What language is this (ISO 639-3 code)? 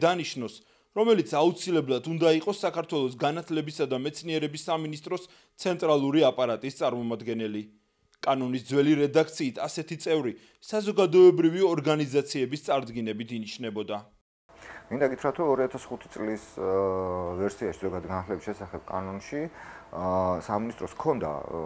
kat